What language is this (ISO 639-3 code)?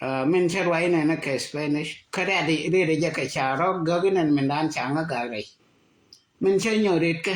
nus